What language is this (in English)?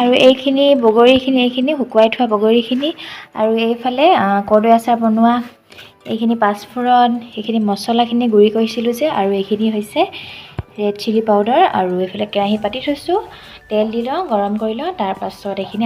Assamese